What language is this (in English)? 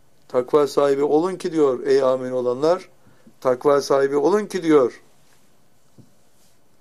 Turkish